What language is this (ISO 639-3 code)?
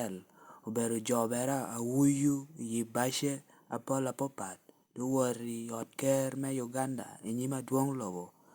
laj